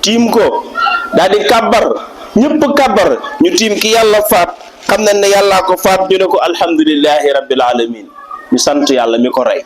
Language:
Wolof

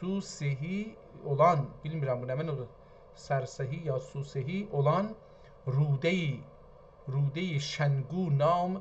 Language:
South Azerbaijani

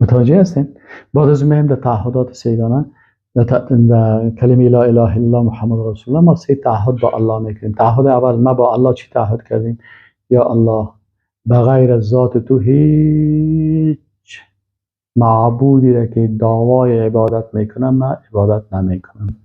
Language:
Persian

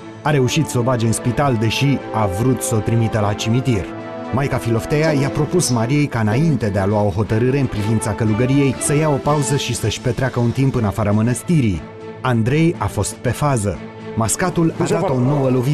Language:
Romanian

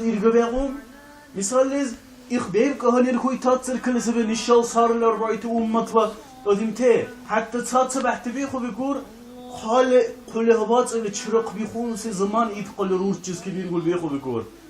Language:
Dargwa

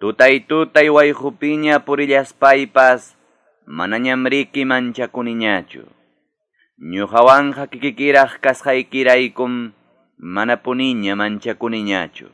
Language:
Quechua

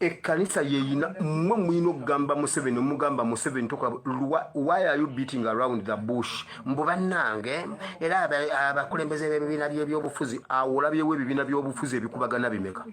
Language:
Ganda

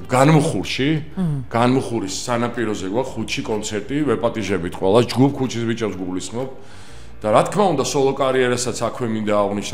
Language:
Georgian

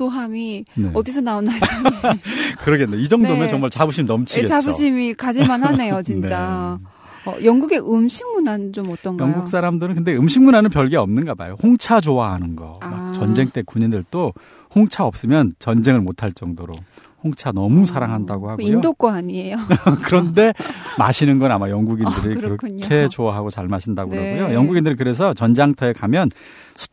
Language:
Korean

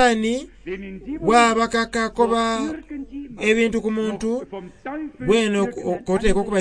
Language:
Soga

